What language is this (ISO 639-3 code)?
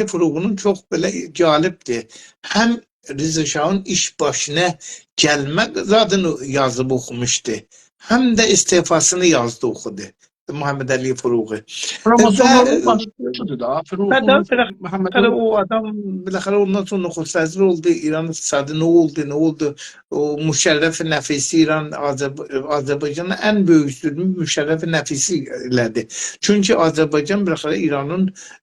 azb